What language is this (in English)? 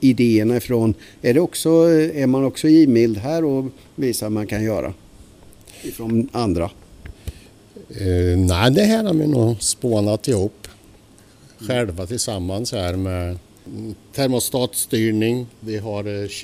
Swedish